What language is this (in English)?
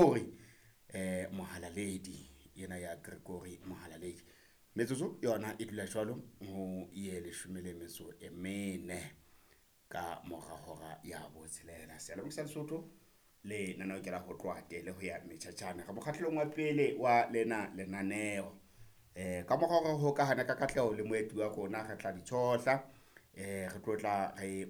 Southern Sotho